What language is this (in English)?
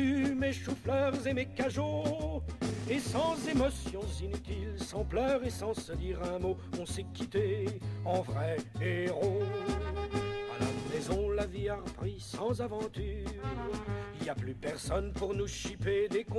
French